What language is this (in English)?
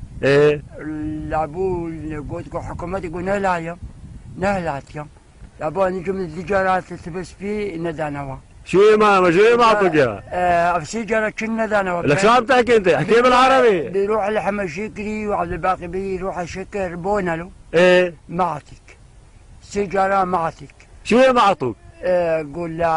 North Levantine Arabic